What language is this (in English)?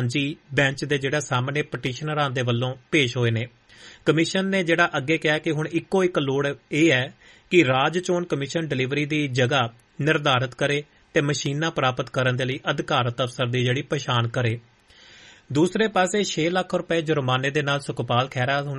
Punjabi